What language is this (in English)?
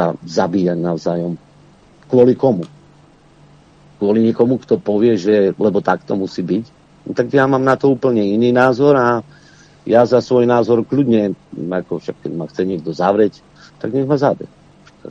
Slovak